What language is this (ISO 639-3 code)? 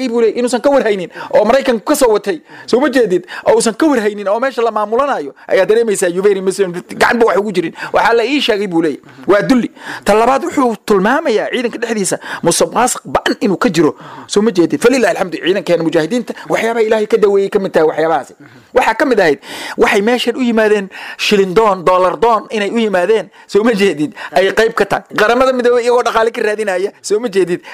som